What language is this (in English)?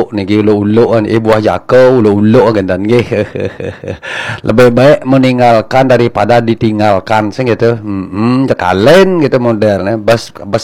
Balinese